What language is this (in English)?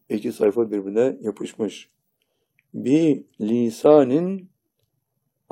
Turkish